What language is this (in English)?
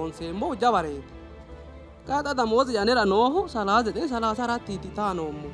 Sidamo